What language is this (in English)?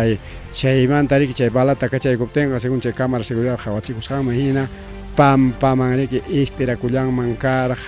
Ayacucho Quechua